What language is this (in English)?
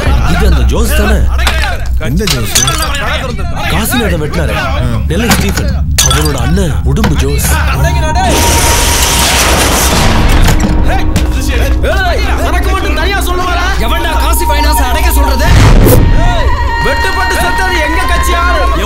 Tamil